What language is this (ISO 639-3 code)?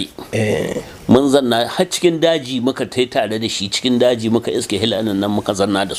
hau